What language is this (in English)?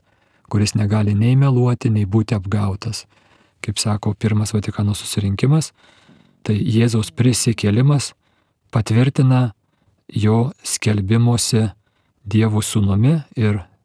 Lithuanian